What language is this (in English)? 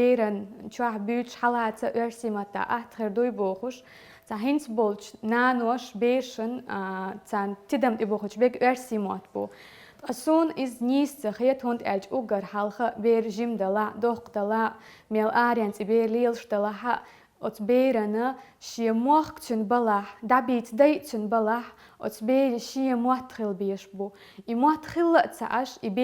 Chechen